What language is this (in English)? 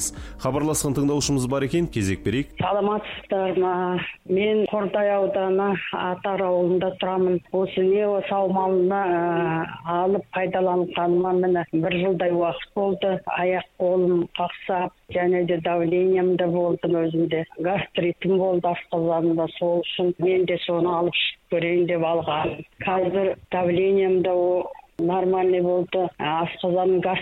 Kazakh